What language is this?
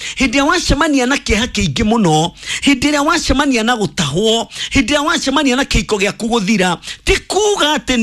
Kikuyu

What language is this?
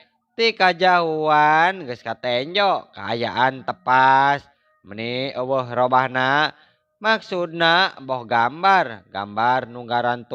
Sundanese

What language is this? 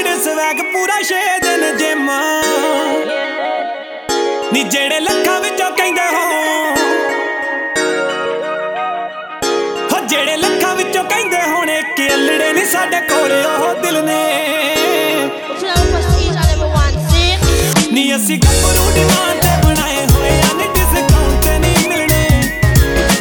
Punjabi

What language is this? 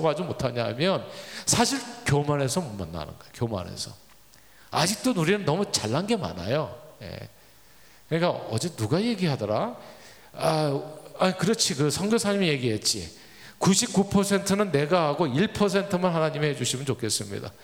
Korean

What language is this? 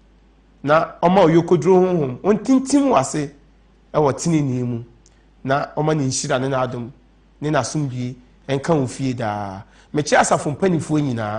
Akan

